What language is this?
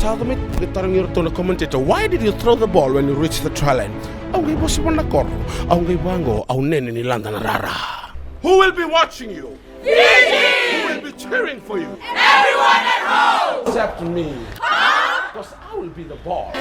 Fijian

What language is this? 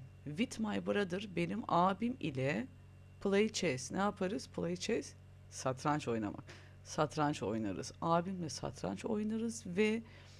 Turkish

